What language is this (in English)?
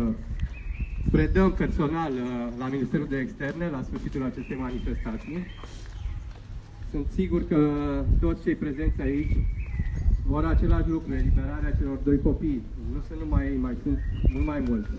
Romanian